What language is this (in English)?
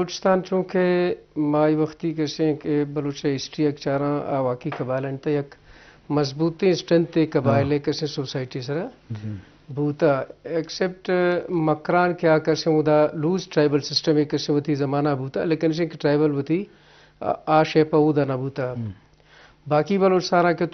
Eastern Balochi